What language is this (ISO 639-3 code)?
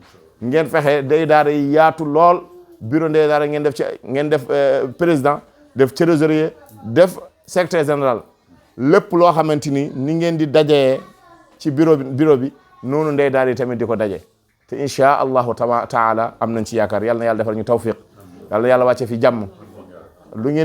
wol